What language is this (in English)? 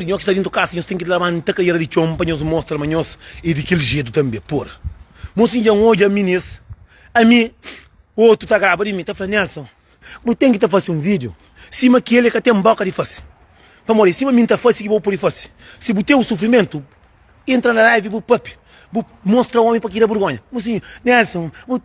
Kabuverdianu